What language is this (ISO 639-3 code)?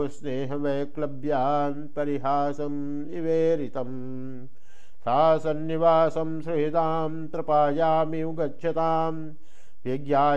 san